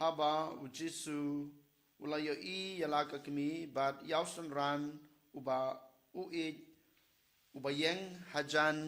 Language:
Khasi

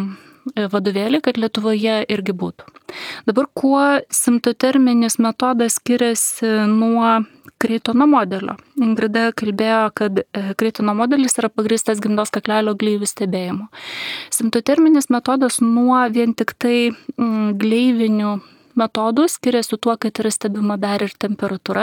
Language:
Lithuanian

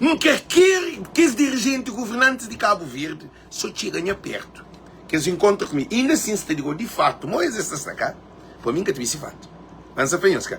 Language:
Kabuverdianu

